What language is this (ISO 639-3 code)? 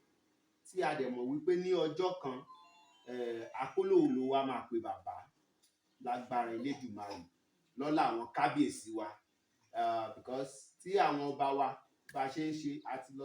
yor